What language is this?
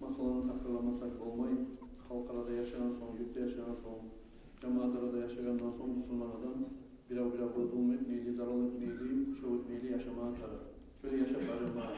Kumyk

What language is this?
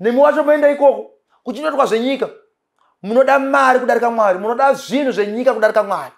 Shona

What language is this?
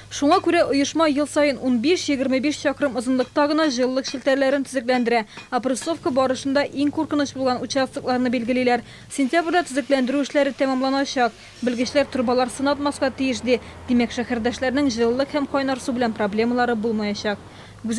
Tatar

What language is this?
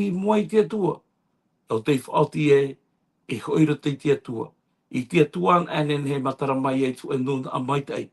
Tahitian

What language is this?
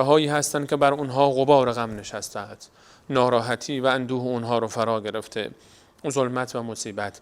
Persian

